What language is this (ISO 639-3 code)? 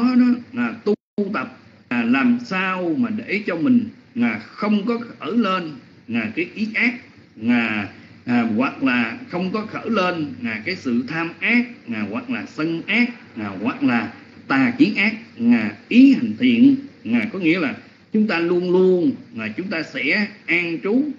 vie